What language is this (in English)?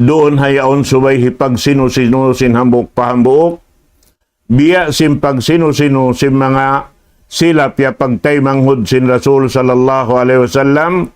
Tausug